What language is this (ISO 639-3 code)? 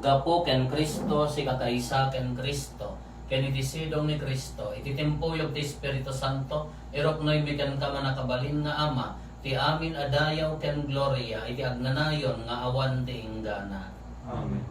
ilo